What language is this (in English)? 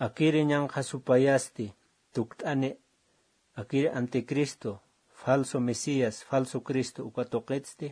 Aymara